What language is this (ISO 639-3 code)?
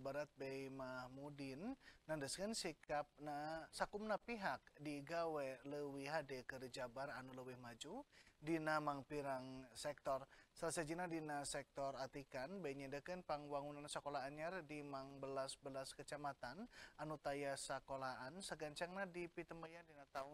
sun